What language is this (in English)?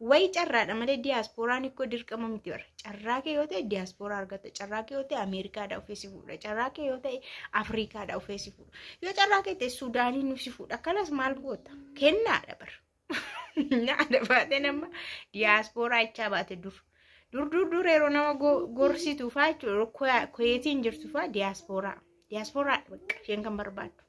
Oromo